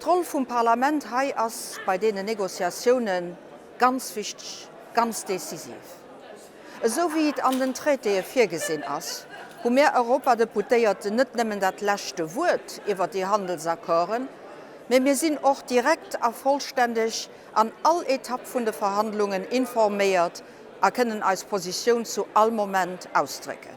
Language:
Luxembourgish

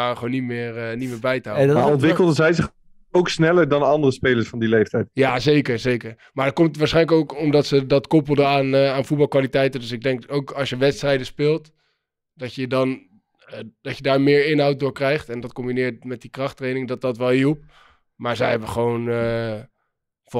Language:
Dutch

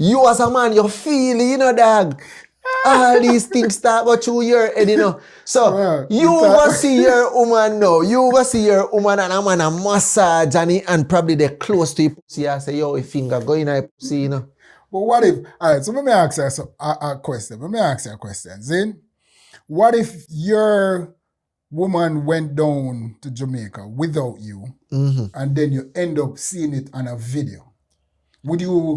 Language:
Jamaican Creole English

